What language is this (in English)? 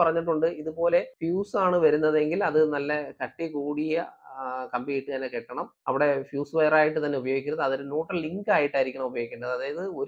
Malayalam